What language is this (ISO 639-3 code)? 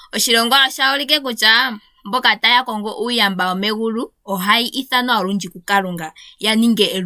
ndo